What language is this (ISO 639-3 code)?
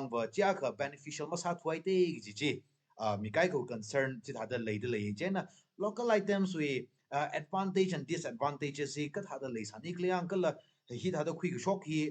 nmf